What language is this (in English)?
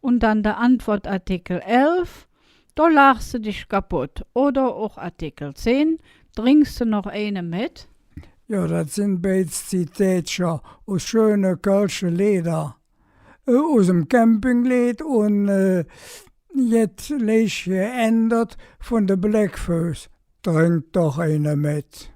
Colognian